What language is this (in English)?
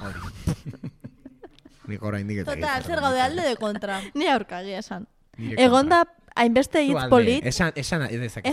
Basque